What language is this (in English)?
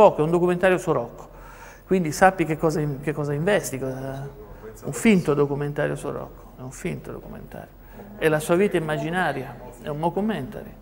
Italian